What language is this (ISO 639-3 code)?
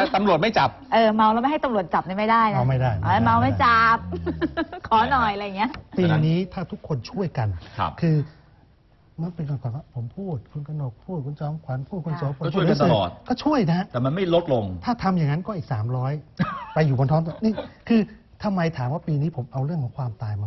tha